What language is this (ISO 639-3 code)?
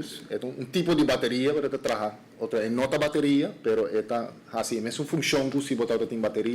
pap